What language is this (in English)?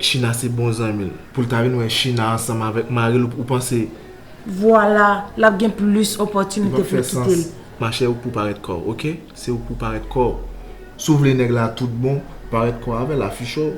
Haitian Creole